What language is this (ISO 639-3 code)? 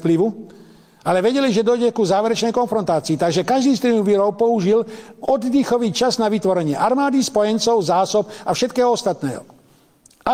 slk